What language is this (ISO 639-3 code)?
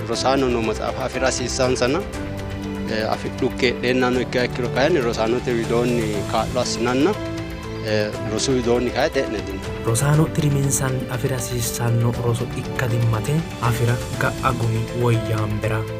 sid